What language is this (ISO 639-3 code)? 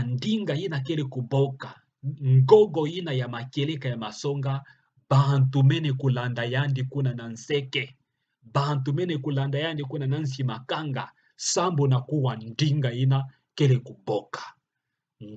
ktu